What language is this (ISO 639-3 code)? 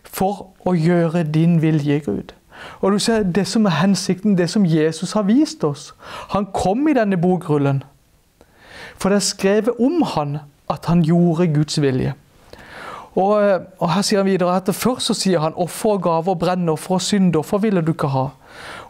nor